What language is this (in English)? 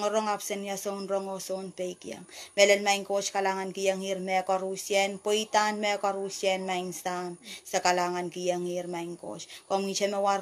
Pohnpeian